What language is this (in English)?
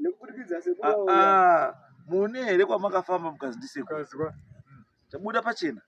Shona